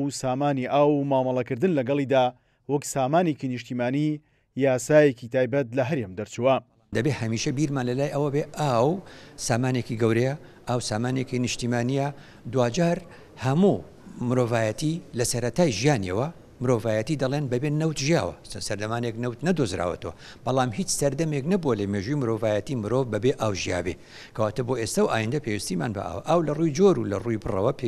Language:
Central Kurdish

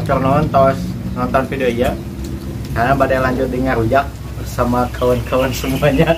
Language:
Sundanese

